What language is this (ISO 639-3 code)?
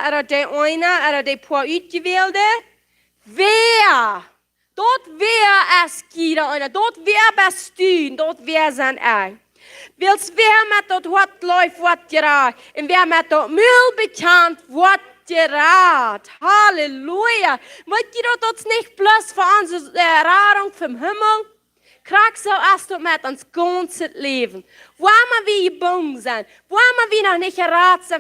pdt